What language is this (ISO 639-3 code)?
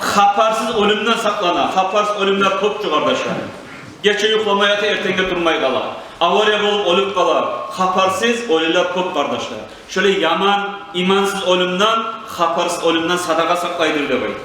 kum